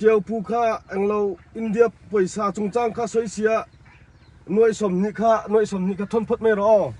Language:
Hakha Chin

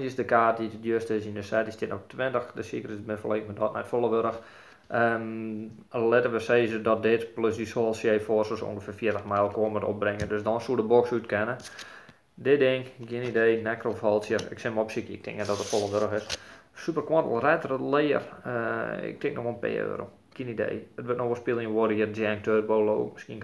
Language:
Western Frisian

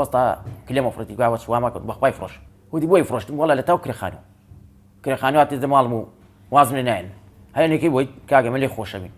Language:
Central Kurdish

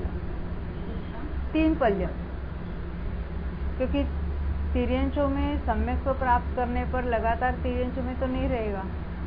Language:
Hindi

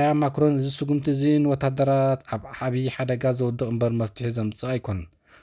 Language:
Tigrinya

